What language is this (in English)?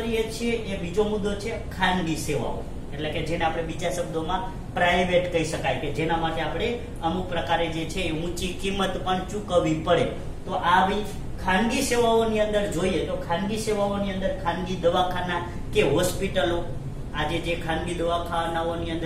Gujarati